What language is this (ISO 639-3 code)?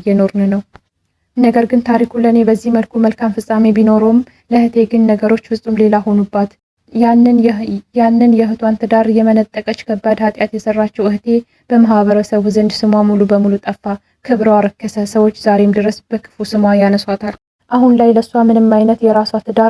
amh